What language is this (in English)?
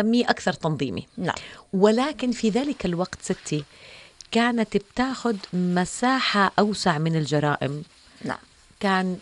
North Levantine Arabic